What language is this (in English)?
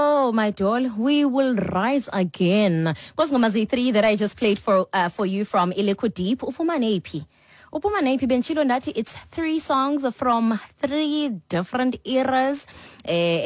Xhosa